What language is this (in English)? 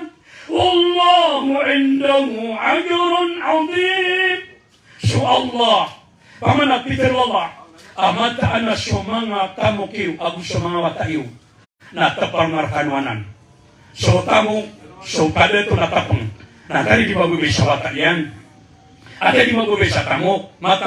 Maranao